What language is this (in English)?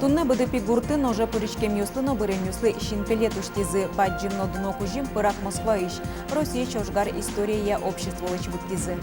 Udmurt